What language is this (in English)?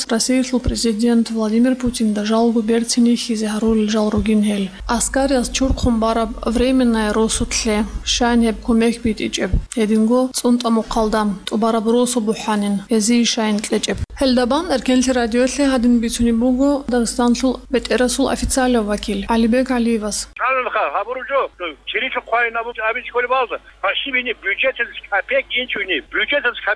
Avaric